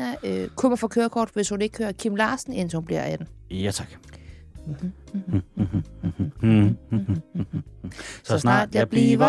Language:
Danish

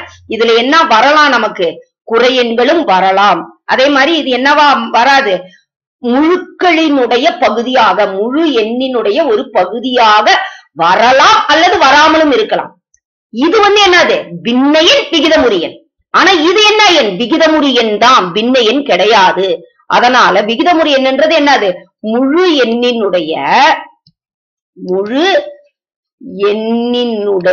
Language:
Tamil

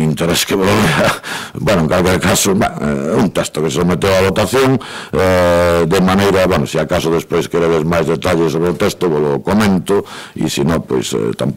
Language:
Galician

